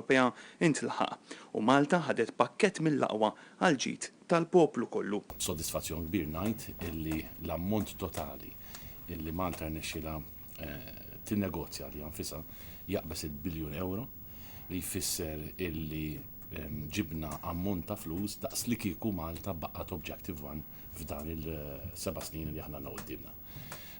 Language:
Maltese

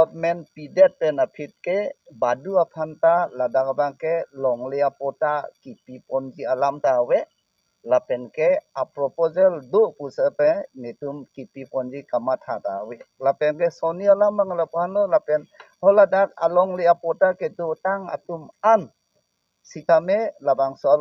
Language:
Karbi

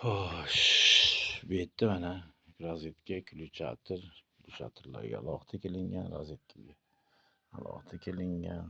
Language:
Uzbek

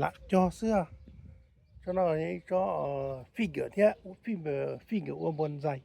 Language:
Hmong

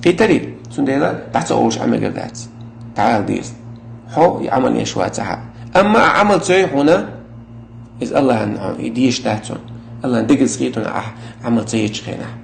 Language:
Chechen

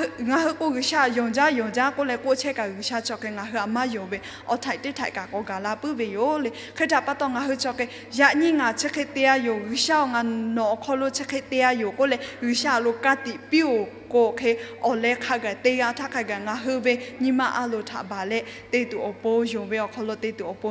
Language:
Lahu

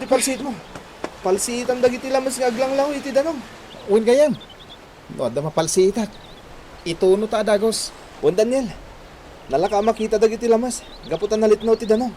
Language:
Iloko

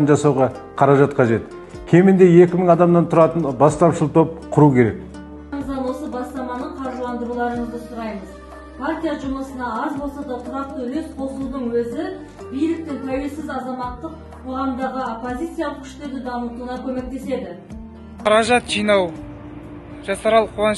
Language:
Kazakh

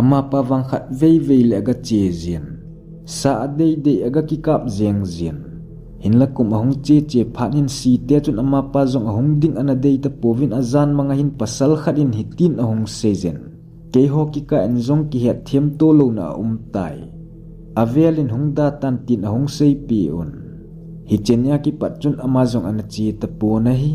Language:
Thado Chin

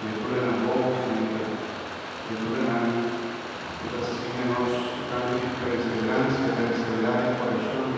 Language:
Papiamento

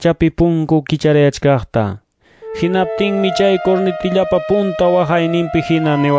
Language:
Ayacucho Quechua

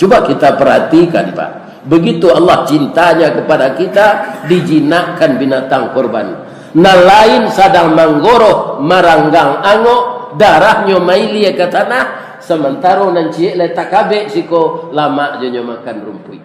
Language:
Minangkabau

